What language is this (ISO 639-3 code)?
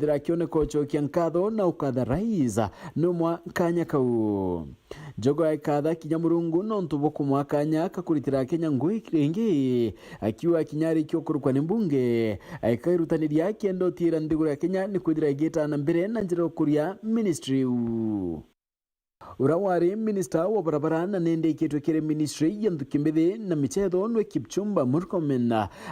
mer